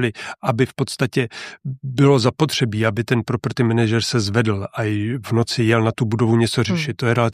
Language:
Czech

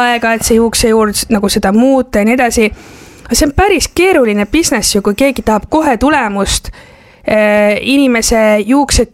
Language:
Estonian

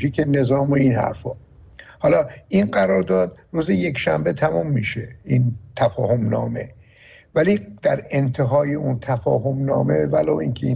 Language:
Persian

